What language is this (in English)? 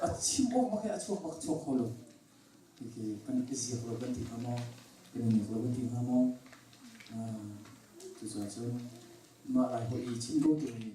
Hakha Chin